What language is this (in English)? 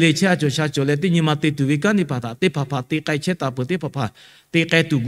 Lahu